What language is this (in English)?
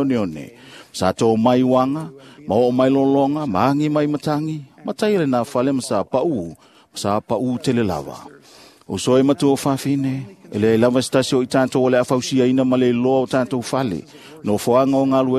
Samoan